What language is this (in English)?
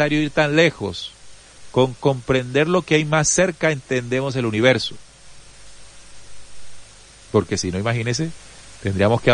Spanish